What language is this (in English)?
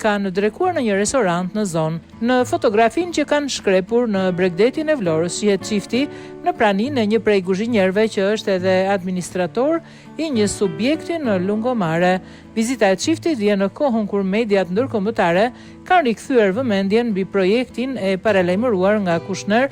Albanian